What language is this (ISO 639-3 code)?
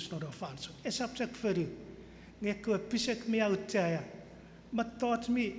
chk